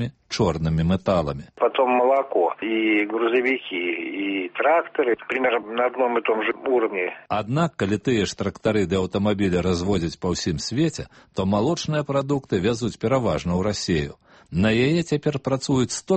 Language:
Belarusian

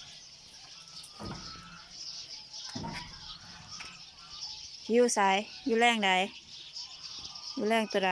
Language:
Lao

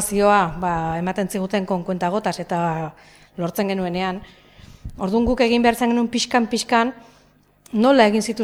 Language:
Basque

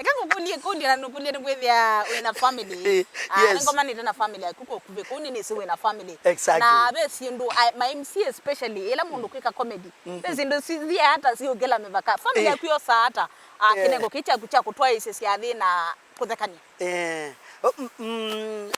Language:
Kamba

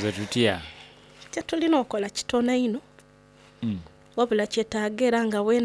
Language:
Soga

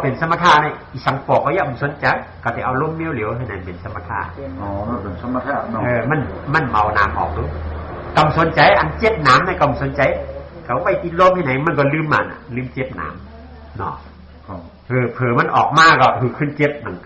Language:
Shan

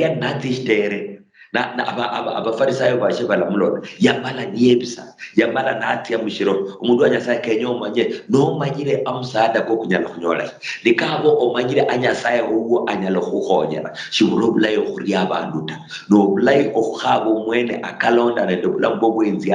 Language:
Luyia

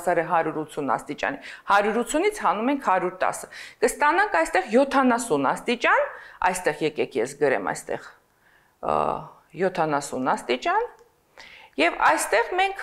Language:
Armenian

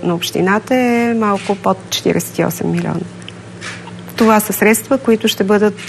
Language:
Bulgarian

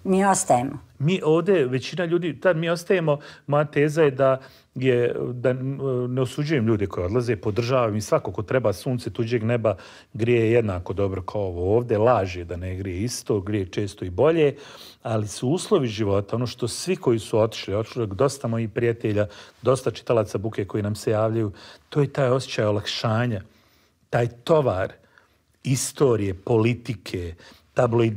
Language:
Bosnian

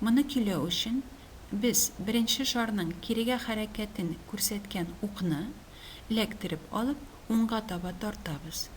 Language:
Tatar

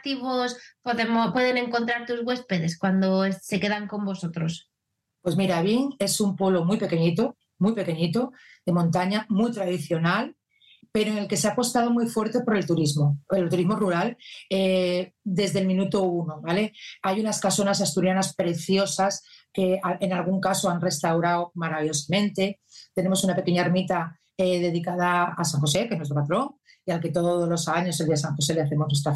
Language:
Spanish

